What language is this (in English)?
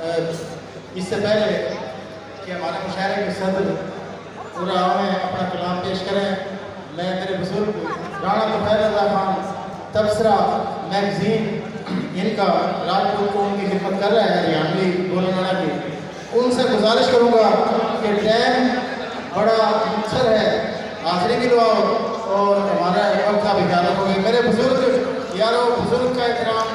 Haryanvi